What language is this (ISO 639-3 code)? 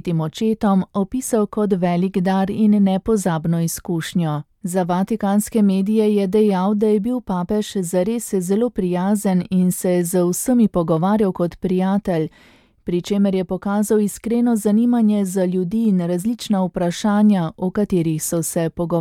slv